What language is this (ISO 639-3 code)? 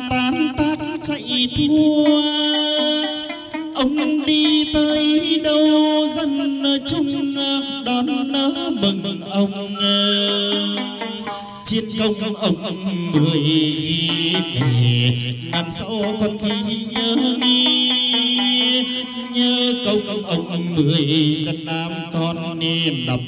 vie